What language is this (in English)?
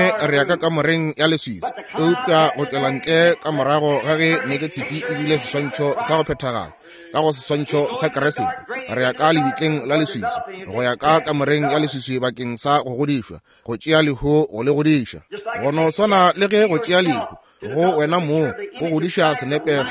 Northern Sotho